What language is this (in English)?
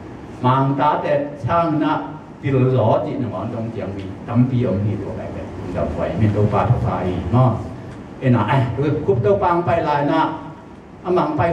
Tedim Chin